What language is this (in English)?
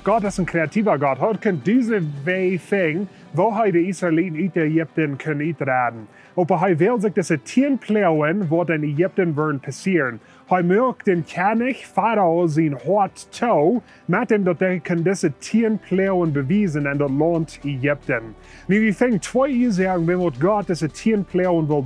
Plautdietsch